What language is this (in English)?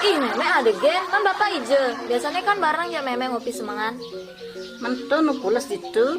Balinese